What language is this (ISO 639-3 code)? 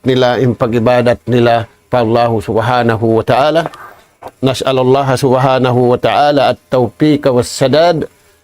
tsg